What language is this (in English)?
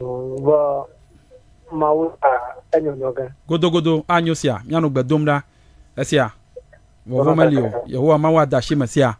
Ewe